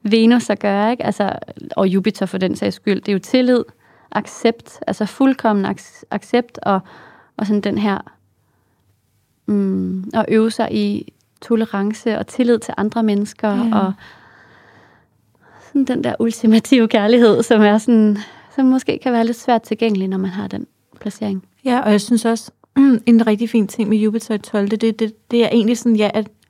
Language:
Danish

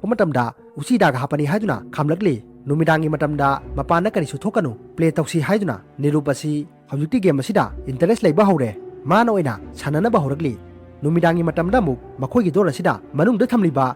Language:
Manipuri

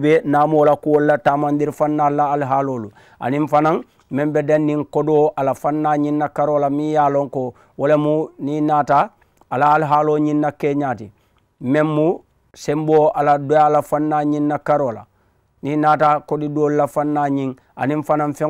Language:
Mandingo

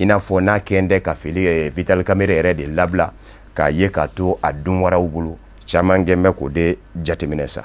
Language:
Bambara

